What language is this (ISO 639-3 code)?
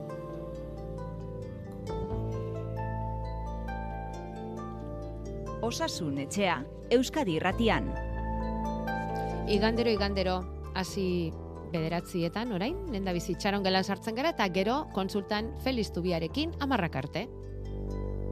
eus